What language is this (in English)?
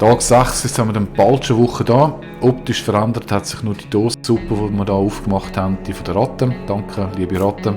Swiss German